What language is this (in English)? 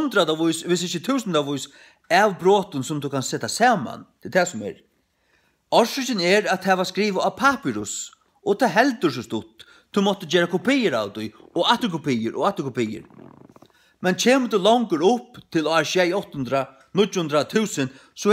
Faroese